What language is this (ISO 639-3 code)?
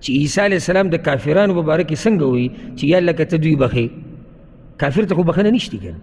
pus